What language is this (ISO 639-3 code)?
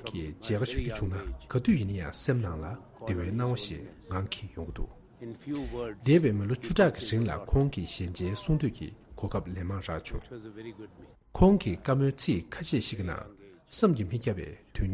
bod